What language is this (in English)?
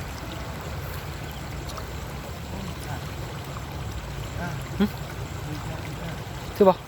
Lao